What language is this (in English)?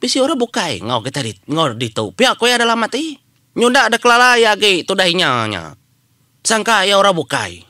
Iban